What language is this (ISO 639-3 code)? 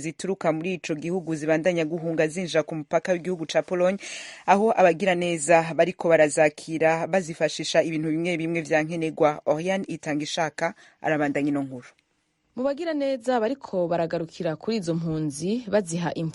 run